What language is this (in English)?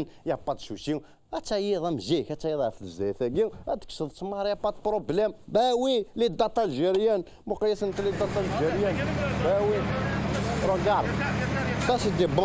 Kabyle